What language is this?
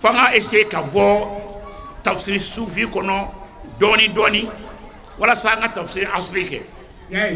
Bambara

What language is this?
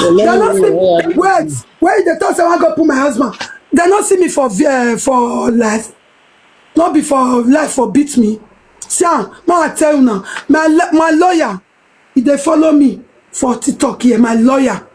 Nigerian Pidgin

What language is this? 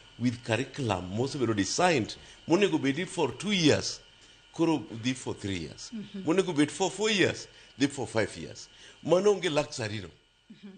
Luo (Kenya and Tanzania)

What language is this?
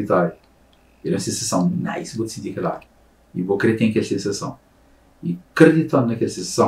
Kabuverdianu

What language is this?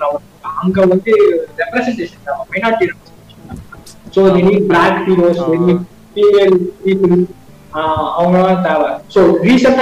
Tamil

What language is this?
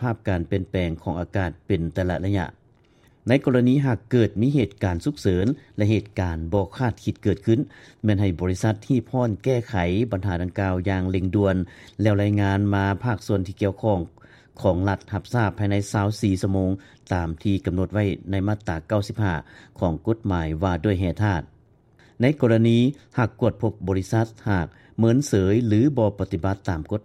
Lao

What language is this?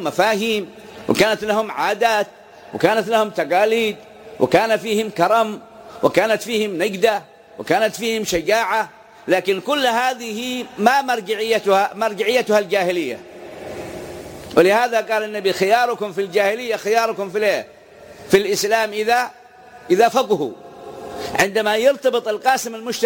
Arabic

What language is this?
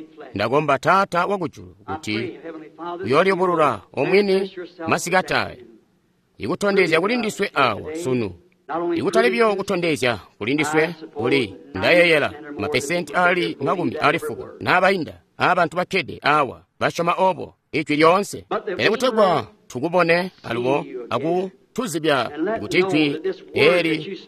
Tonga (Zambia)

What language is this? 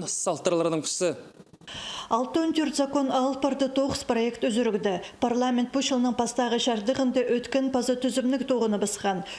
Khakas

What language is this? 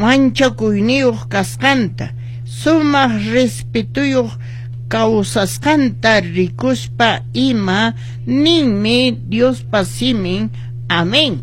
Quechua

